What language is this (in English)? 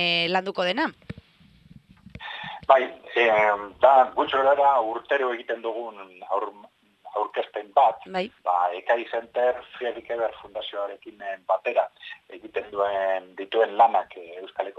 Basque